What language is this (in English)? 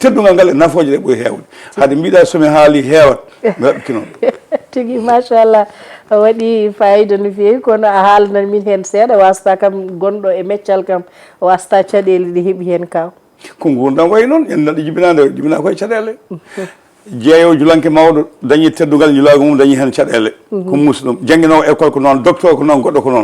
Fula